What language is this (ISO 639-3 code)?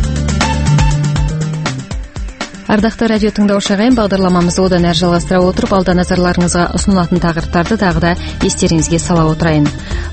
kaz